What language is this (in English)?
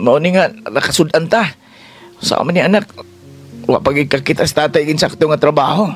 Cebuano